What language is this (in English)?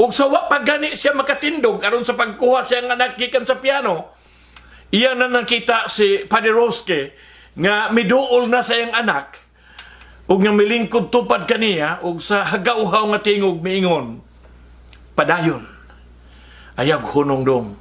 Cebuano